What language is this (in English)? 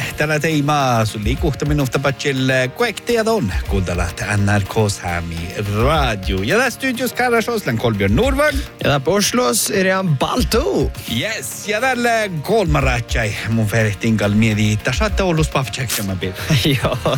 Northern Sami